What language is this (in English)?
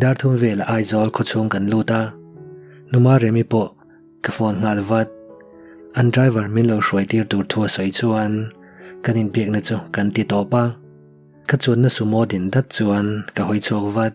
Mizo